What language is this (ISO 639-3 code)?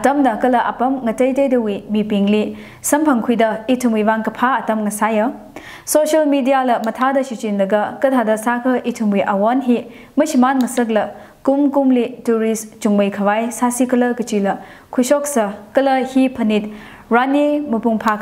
nmf